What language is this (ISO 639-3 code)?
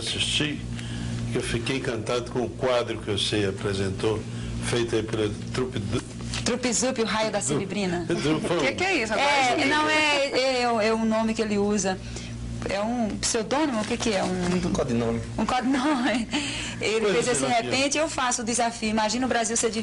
por